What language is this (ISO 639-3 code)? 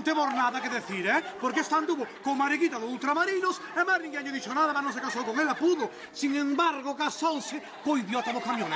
glg